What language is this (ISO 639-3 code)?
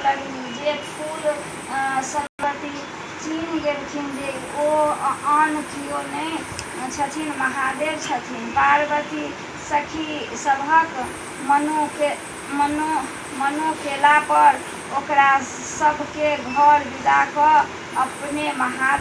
mai